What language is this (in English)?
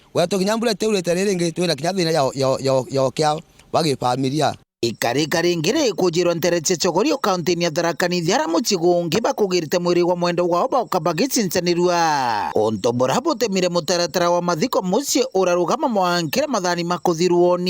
Meru